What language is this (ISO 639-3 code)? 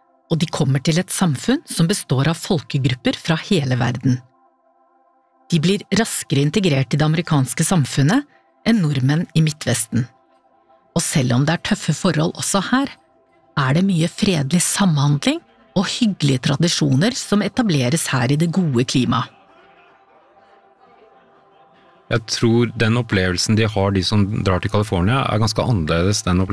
nor